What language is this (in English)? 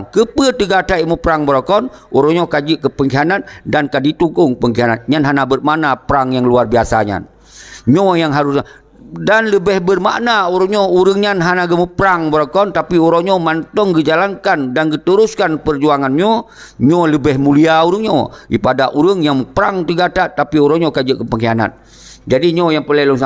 Achinese